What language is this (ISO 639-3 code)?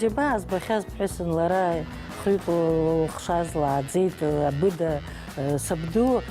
abk